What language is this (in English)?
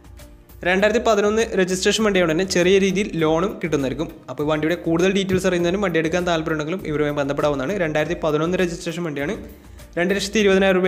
Malayalam